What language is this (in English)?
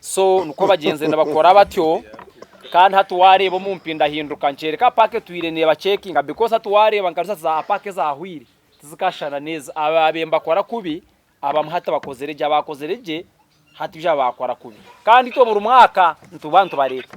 Nyankole